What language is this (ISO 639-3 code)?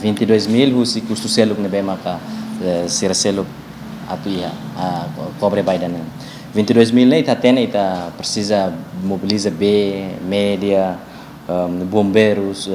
tet